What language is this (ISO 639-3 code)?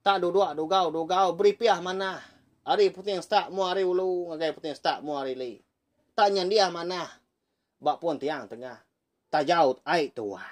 iba